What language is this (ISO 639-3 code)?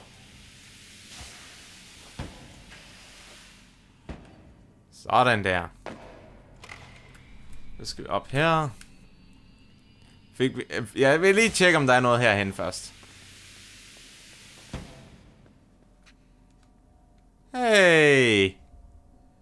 dan